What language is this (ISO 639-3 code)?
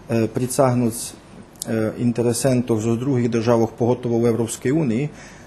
rue